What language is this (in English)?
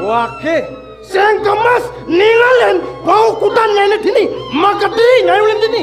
Balinese